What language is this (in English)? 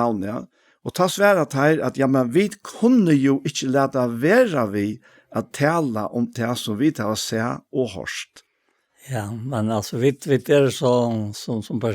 Faroese